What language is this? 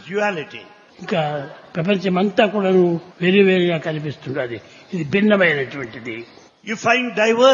Telugu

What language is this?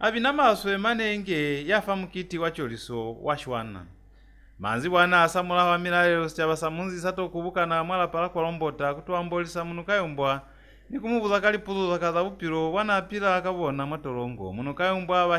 Lozi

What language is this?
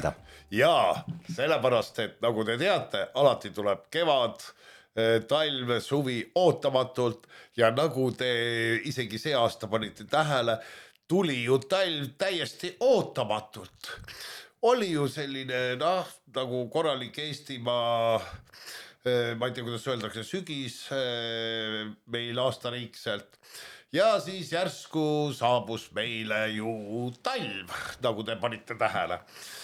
Estonian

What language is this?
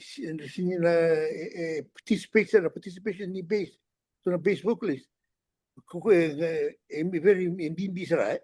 Fijian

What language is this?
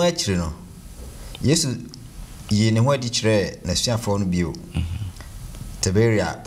Akan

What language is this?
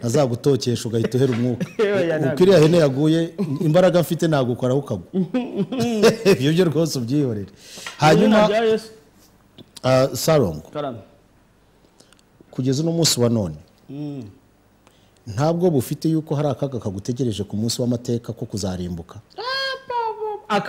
Kinyarwanda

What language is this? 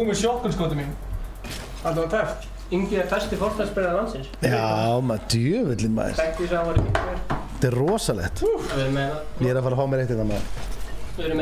Icelandic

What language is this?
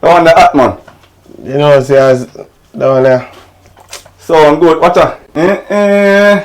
Jamaican Creole English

